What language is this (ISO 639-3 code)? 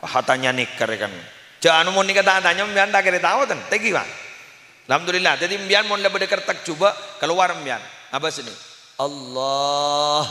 mad